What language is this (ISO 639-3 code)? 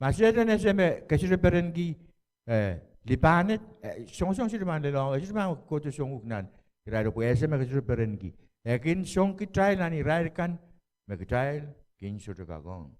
pon